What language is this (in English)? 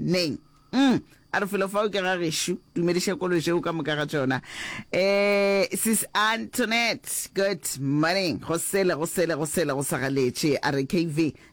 Northern Sotho